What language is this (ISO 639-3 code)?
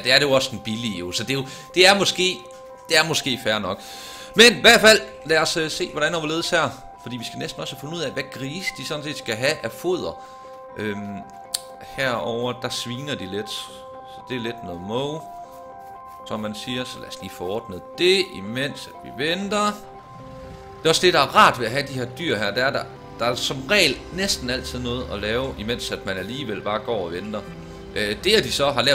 dan